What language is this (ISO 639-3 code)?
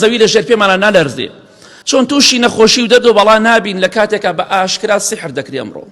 ckb